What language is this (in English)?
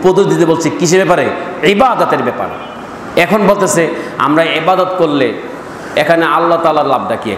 Bangla